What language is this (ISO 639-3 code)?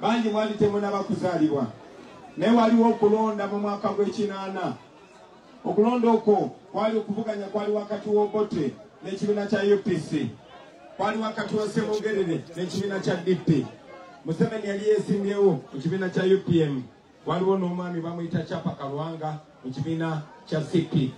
lug